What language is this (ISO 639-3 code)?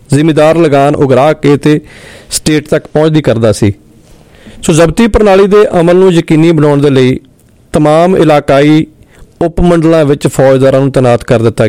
pan